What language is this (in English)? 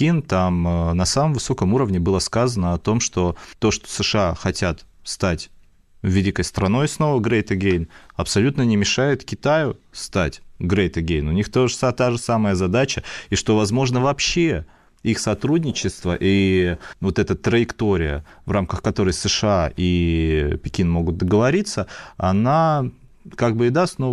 Russian